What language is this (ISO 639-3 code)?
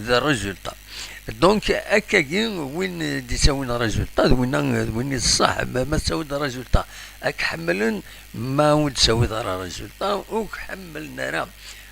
kab